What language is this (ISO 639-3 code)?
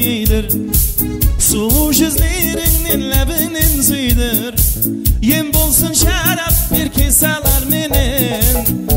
kaa